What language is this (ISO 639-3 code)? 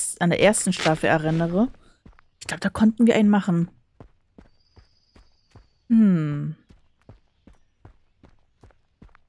deu